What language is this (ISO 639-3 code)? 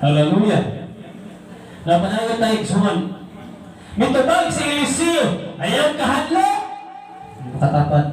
ceb